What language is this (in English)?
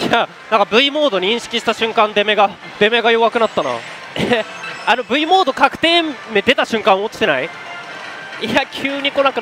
Japanese